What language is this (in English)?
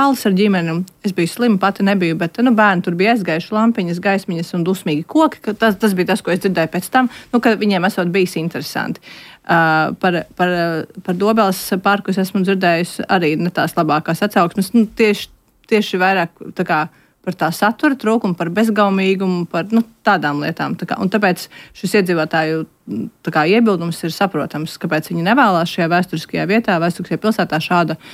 Latvian